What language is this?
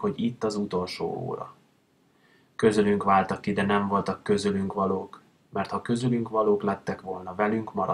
Hungarian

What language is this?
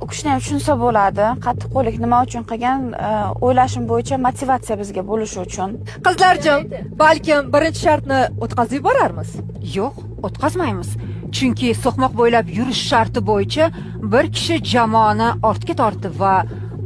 Uzbek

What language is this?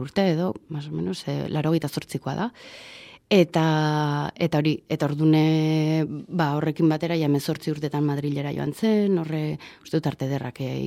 Basque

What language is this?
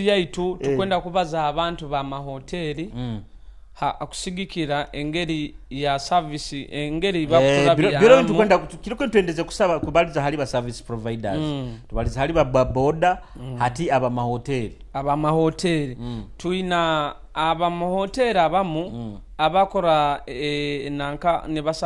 Nyoro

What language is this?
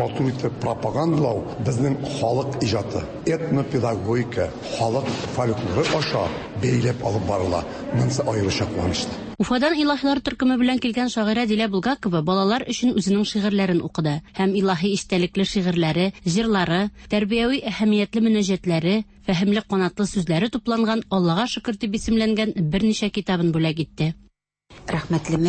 Tatar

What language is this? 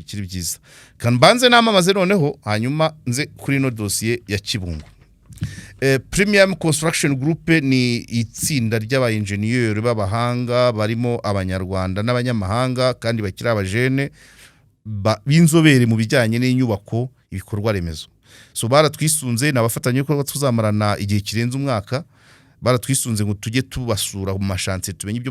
Kinyarwanda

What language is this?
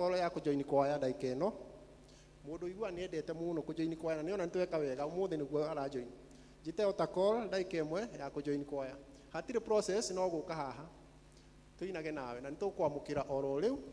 Kikuyu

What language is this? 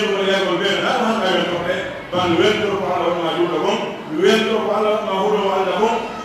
Pular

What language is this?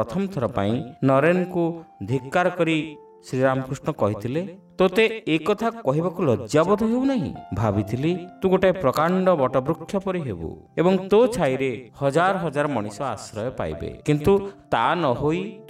Odia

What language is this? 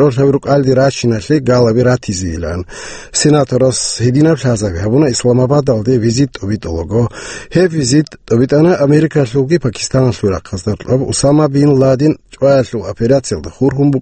Avaric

